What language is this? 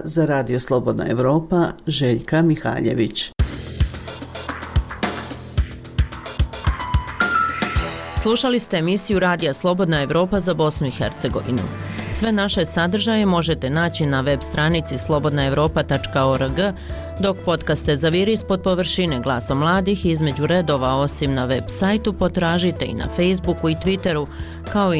Bosnian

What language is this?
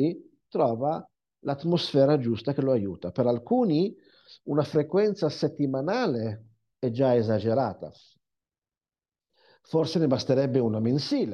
Italian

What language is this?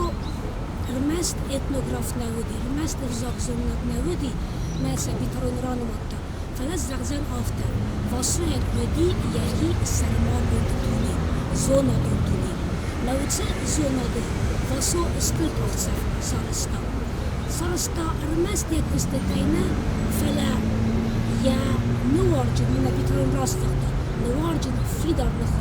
Ossetic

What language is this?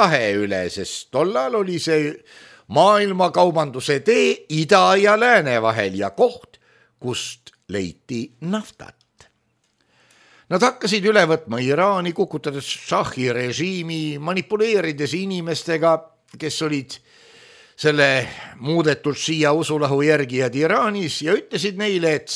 Estonian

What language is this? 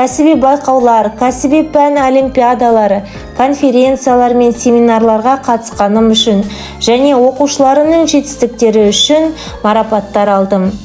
Kazakh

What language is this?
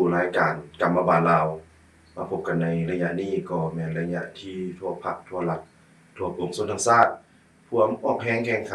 Lao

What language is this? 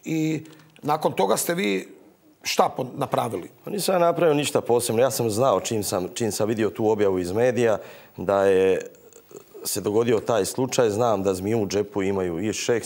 Croatian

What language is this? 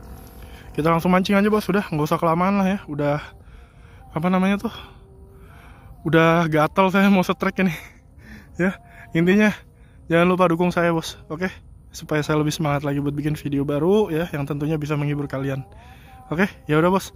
Indonesian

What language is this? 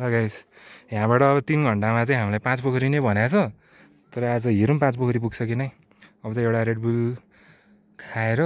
Nepali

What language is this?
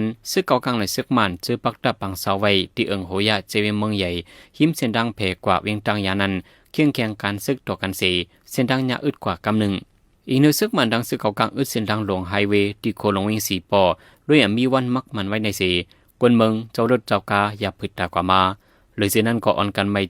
Shan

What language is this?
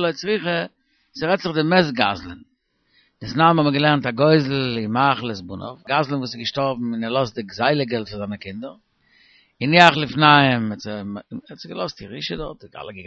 Yiddish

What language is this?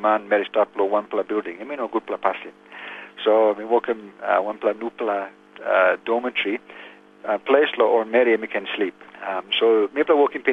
Tok Pisin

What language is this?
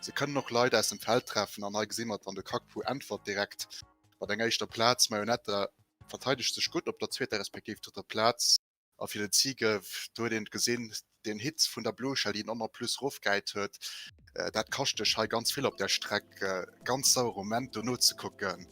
Luxembourgish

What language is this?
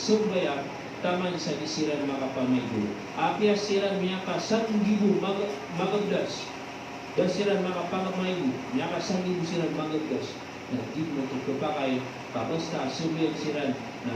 Maranao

